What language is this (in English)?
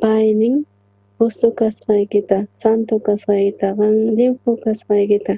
South Bolivian Quechua